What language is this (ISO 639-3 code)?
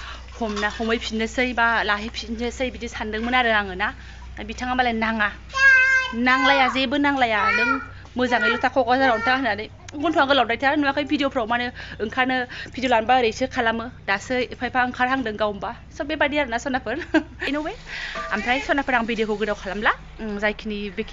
brx